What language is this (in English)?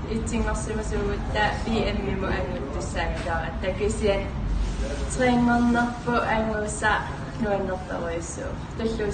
Kalaallisut